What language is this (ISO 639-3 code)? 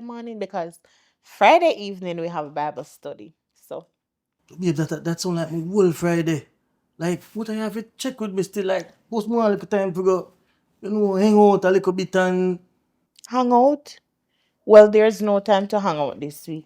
jam